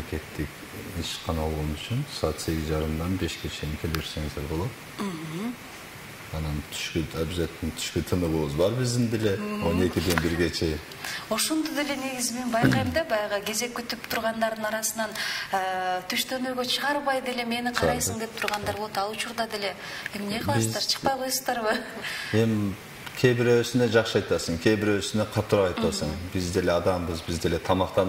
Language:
Kyrgyz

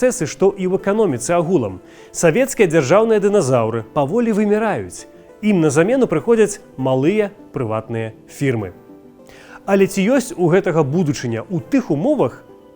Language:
Belarusian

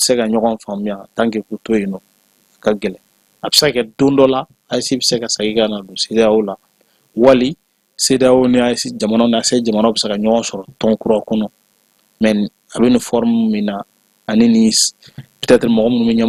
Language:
Bambara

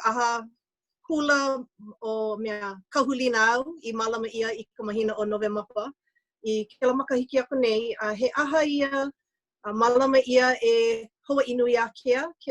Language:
Hawaiian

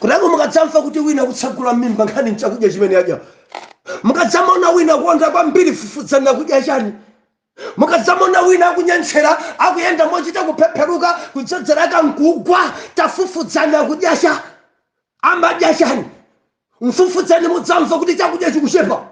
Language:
Nyanja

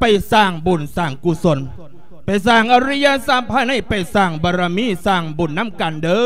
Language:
Lao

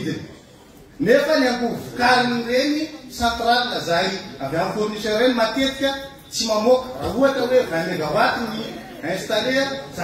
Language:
Malagasy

